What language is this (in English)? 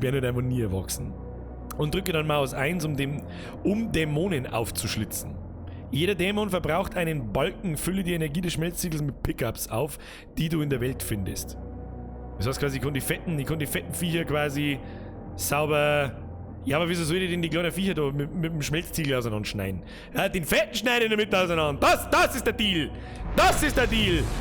Bavarian